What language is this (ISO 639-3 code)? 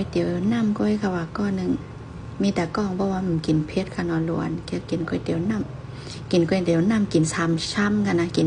shn